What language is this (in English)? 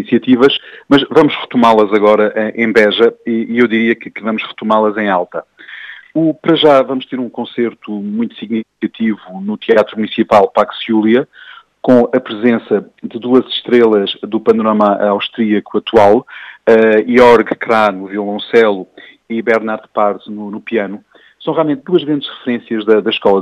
Portuguese